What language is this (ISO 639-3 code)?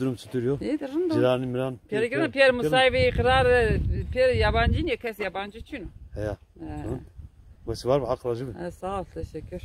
zza